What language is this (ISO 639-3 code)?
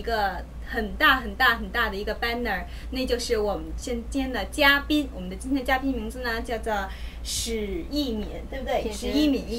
zho